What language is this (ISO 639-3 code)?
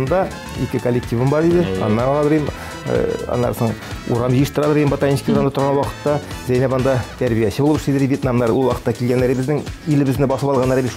tat